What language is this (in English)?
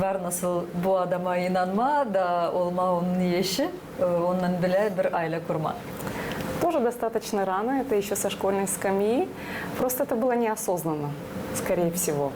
Gagauz